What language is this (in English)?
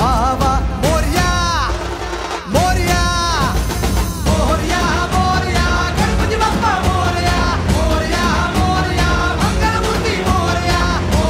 Marathi